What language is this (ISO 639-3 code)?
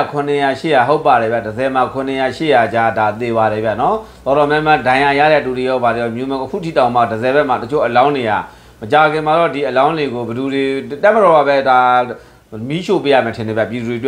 mya